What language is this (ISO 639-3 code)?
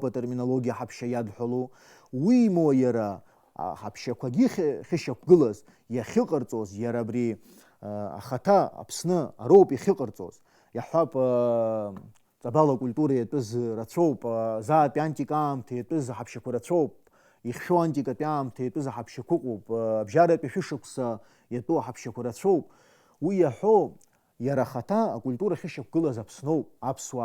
abk